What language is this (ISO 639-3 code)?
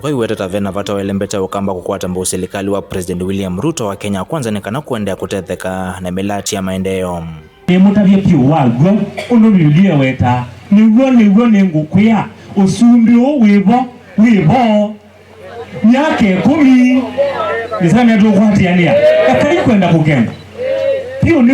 kam